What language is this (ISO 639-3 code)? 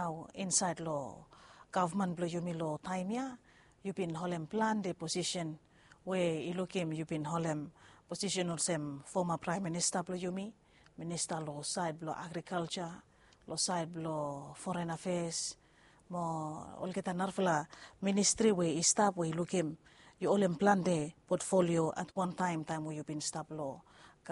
bis